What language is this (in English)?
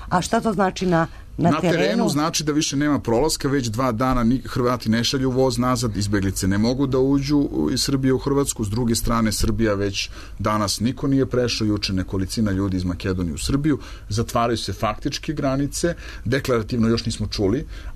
Serbian